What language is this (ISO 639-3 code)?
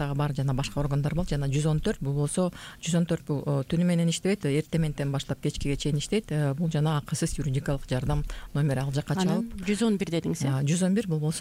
kir